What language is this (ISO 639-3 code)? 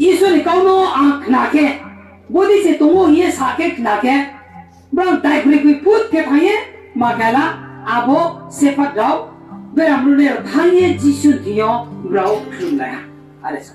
ria